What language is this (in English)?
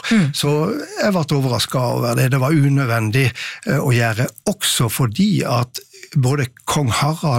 Norwegian